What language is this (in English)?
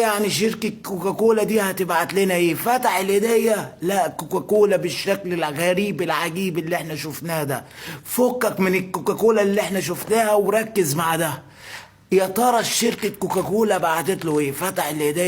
Egyptian Arabic